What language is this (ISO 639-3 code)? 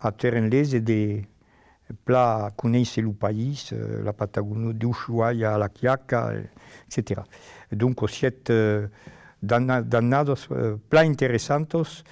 oci